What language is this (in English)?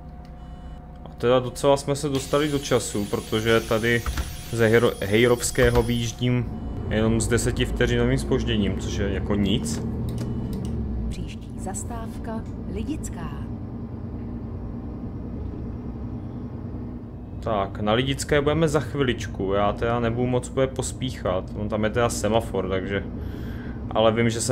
Czech